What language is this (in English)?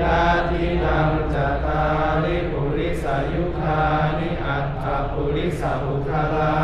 Pali